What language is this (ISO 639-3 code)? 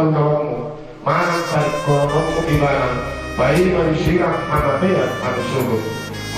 bbc